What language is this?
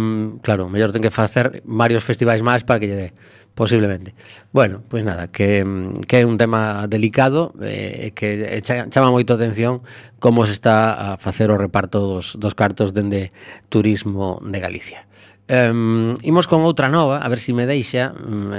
Galician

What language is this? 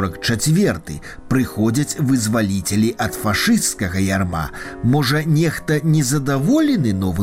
Belarusian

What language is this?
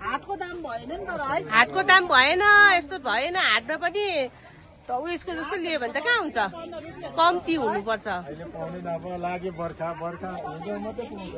Nepali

